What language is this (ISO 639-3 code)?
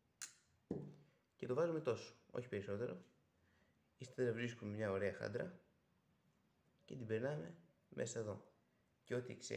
ell